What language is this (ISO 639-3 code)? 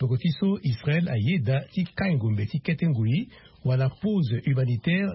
sag